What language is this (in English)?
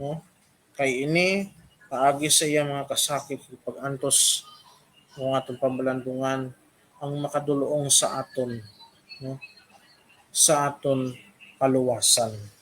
Hiligaynon